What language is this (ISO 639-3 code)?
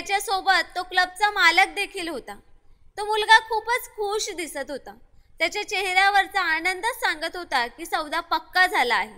mar